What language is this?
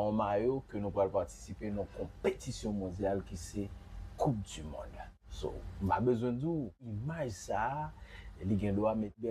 Haitian Creole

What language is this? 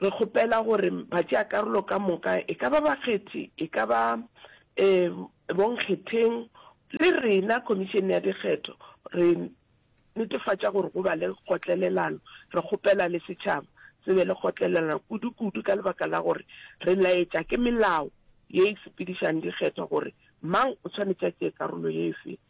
Northern Sotho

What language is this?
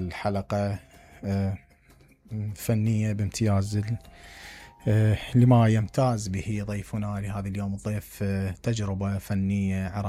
Mesopotamian Arabic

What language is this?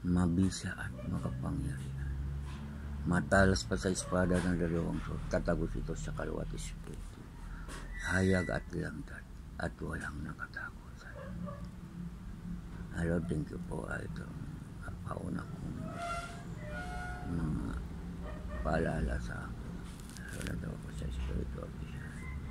Filipino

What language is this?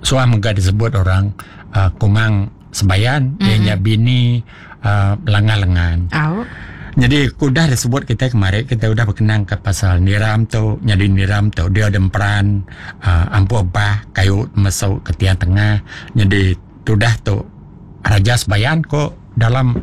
Iban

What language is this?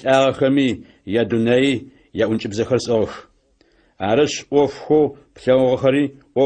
Adyghe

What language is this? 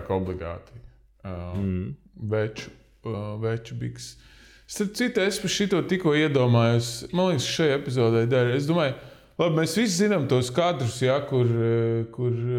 Latvian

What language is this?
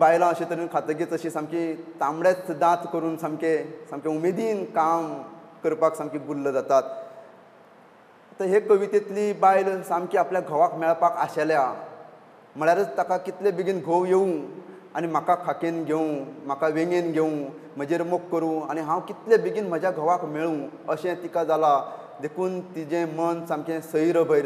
Konkani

